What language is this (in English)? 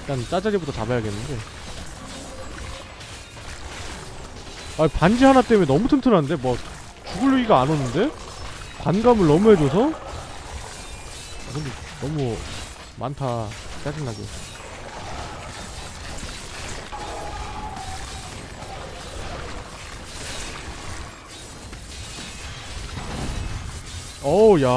Korean